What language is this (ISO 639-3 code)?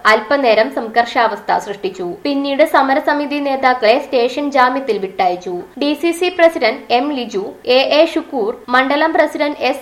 mal